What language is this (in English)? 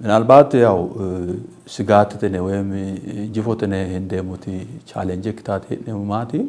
Sidamo